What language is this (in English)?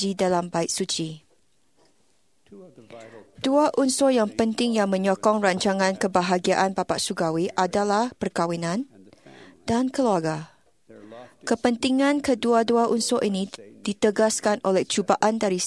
Malay